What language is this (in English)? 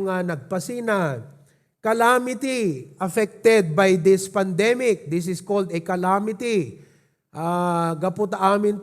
Iloko